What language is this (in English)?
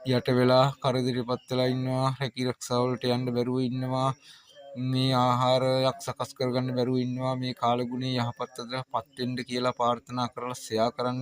Sinhala